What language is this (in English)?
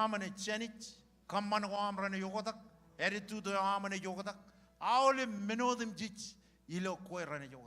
Marshallese